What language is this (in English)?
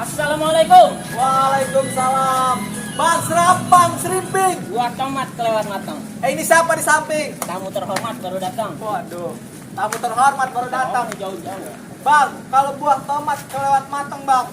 Betawi